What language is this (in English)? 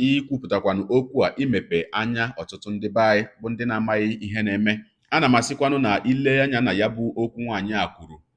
Igbo